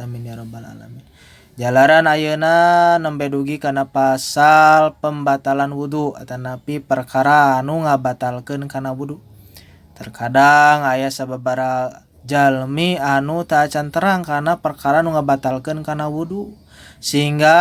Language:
Sundanese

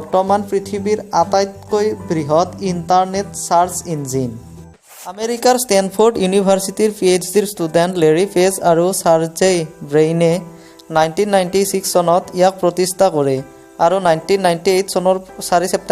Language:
Assamese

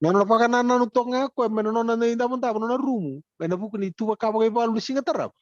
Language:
Fijian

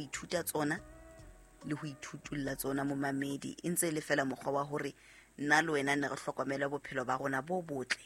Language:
Southern Sotho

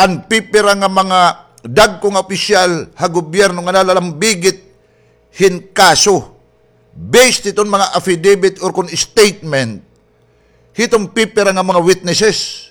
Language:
Waray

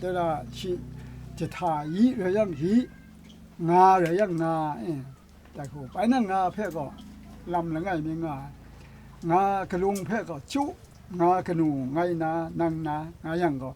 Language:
Kachin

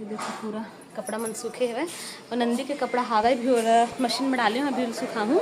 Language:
Chhattisgarhi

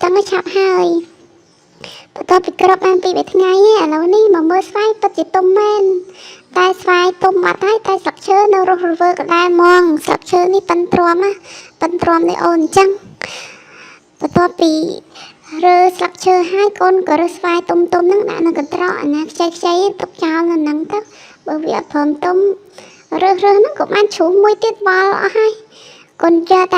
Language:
Khmer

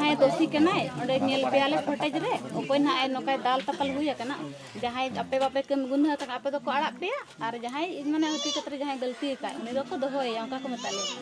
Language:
Santali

